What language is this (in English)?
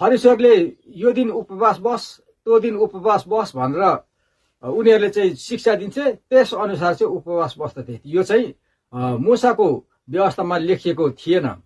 Nepali